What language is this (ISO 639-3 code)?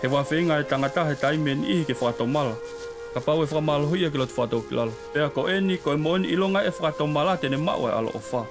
ton